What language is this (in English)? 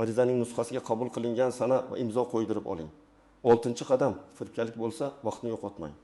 Uzbek